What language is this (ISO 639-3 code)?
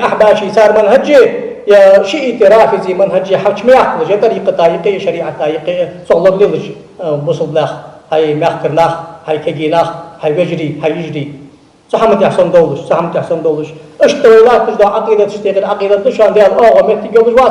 inh